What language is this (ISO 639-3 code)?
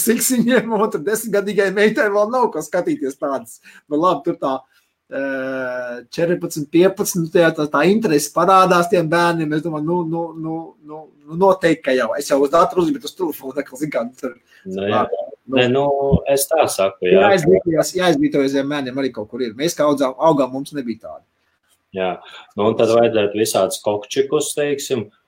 lav